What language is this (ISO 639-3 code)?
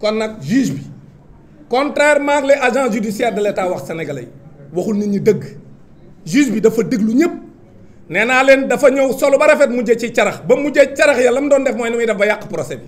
wol